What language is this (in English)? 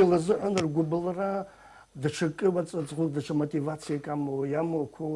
Abkhazian